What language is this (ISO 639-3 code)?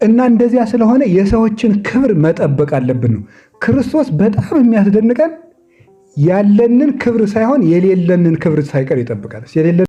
amh